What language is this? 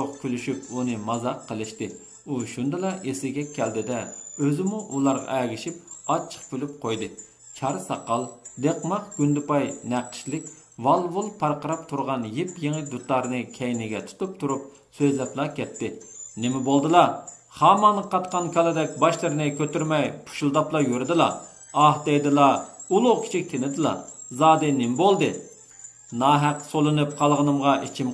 Uyghur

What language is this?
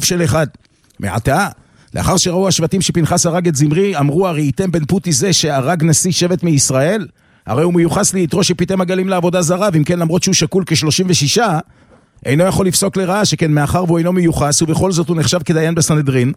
Hebrew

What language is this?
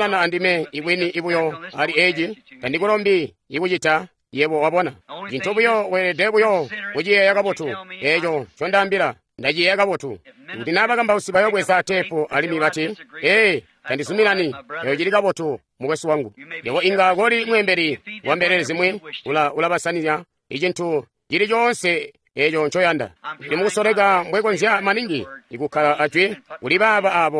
Tonga (Zambia)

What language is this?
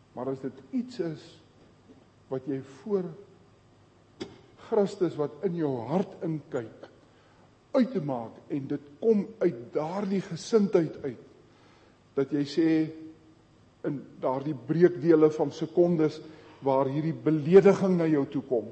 Afrikaans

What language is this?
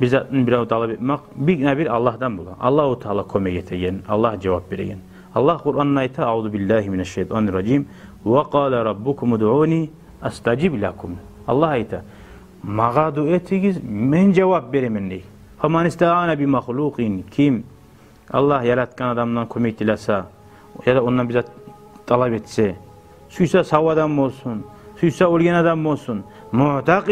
Kumyk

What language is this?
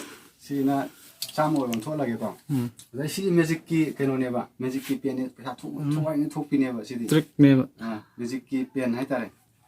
Manipuri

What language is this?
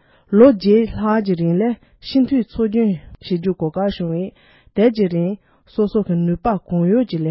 Tibetan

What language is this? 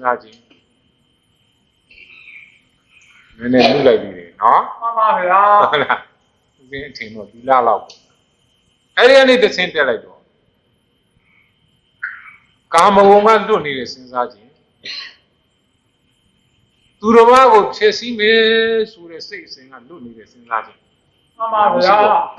Burmese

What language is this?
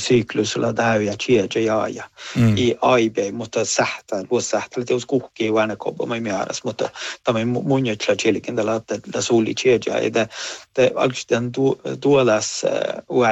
Northern Sami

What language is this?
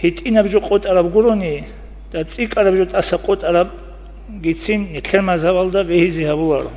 Avaric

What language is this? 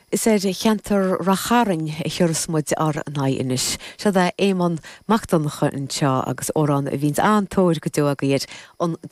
Irish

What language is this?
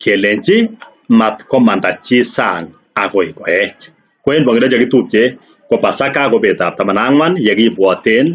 Kalenjin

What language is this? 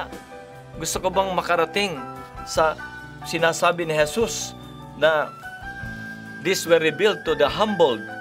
Filipino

